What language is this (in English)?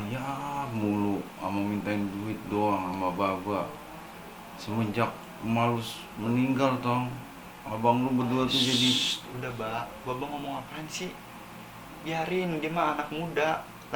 Betawi